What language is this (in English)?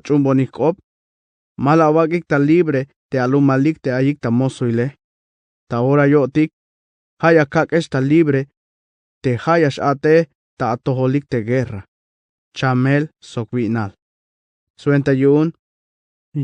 Tzeltal